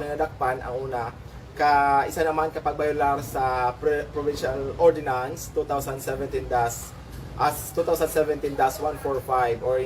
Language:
Hiligaynon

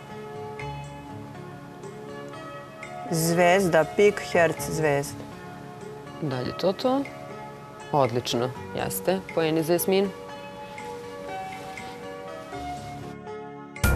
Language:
Serbian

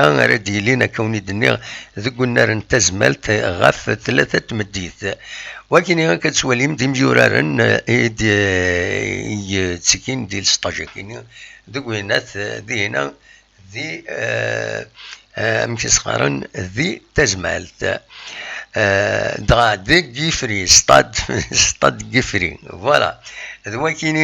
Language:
Kabyle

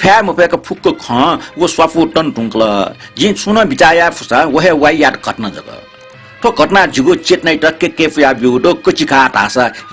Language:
Newari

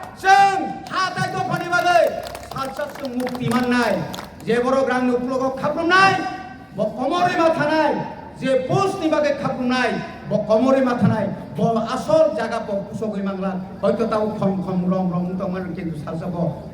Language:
Kok Borok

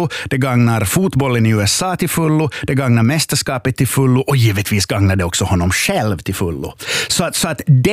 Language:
Swedish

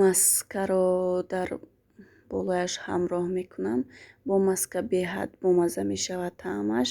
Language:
Tajik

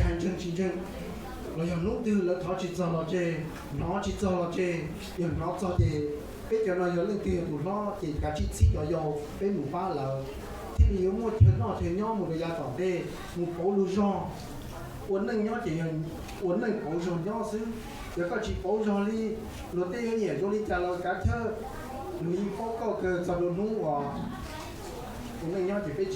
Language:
Hmong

